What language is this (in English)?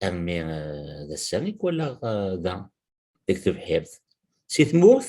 Kabyle